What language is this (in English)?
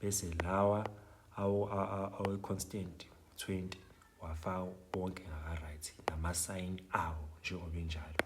Zulu